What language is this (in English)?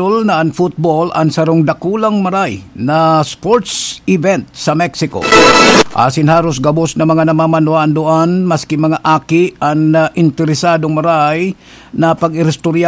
Bikol